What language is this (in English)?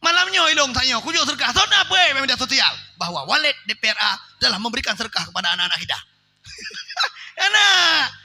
Achinese